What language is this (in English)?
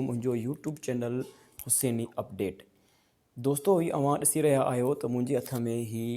Sindhi